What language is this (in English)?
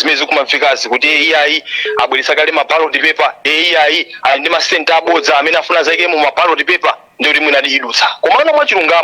Nyanja